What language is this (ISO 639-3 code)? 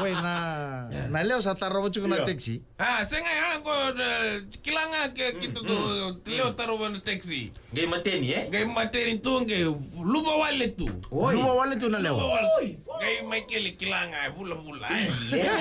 fij